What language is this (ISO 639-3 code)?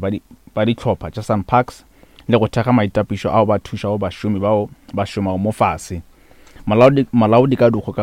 nso